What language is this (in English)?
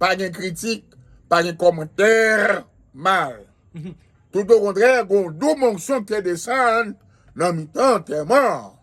Haitian Creole